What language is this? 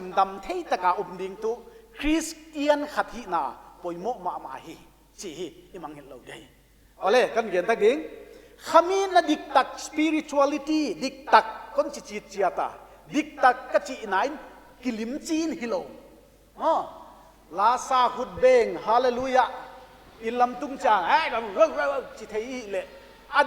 Paite Chin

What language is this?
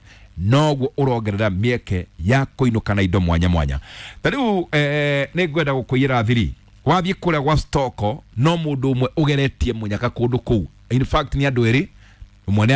Kikuyu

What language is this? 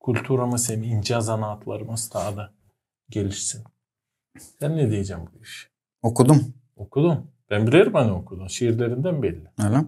Gagauz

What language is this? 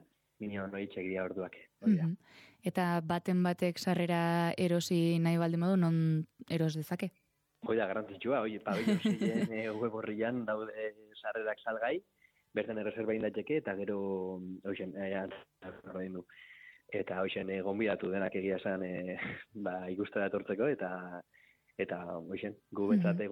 Basque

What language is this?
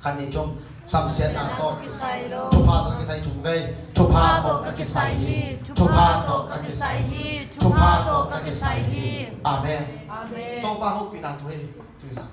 Tedim Chin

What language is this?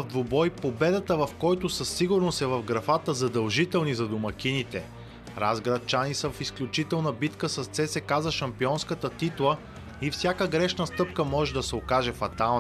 Bulgarian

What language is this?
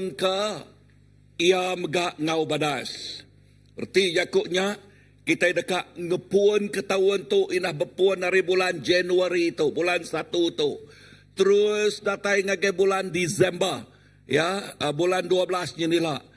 Iban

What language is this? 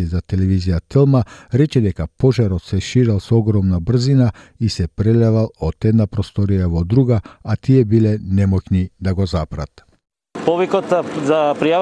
Macedonian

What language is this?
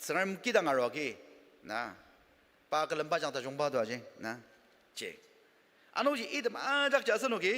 Ao Naga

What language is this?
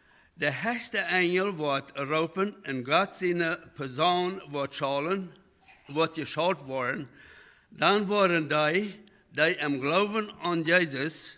Plautdietsch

